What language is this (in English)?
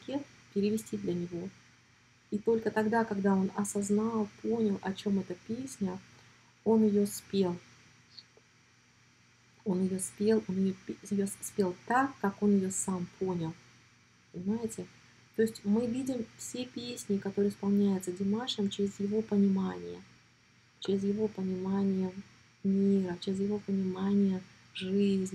Russian